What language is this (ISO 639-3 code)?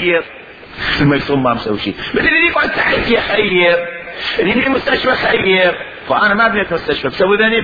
acm